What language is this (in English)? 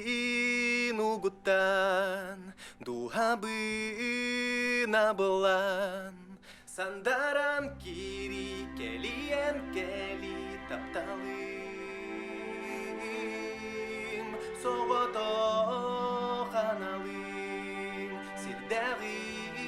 Yakut